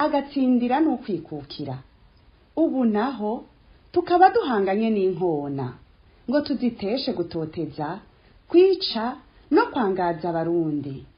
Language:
Rundi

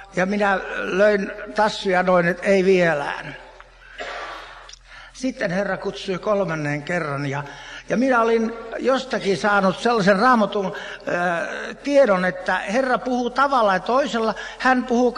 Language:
Finnish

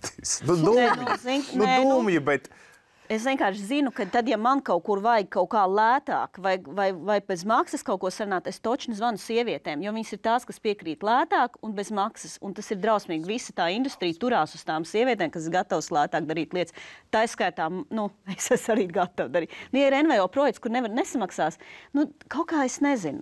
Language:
Latvian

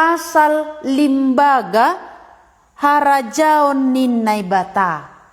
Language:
Batak Simalungun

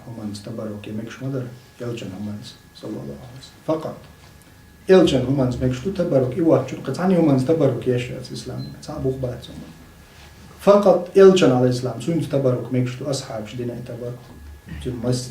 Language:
Chechen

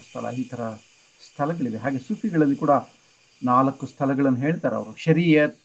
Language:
Kannada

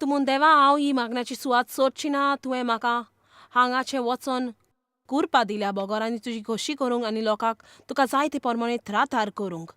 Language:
Konkani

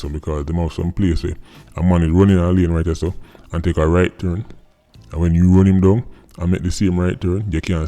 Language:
Jamaican Creole English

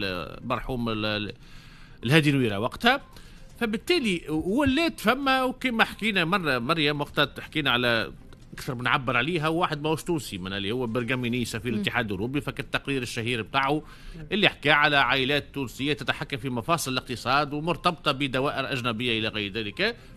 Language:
Tunisian Arabic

